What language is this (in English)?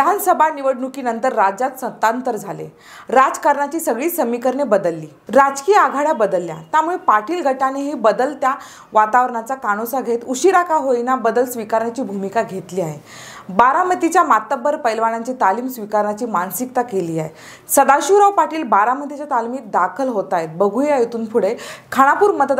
Marathi